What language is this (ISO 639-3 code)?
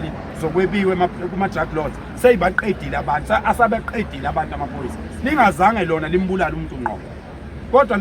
zul